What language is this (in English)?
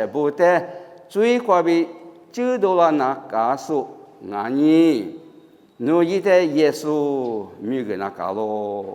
Lisu